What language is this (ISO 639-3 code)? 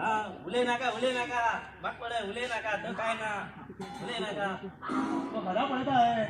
kok